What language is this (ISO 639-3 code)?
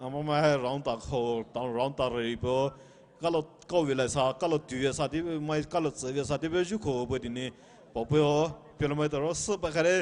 pmx